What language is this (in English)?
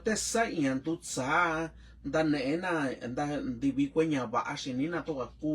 Mixtepec Mixtec